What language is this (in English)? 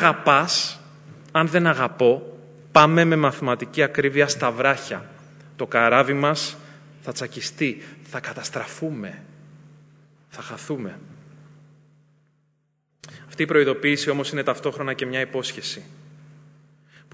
Greek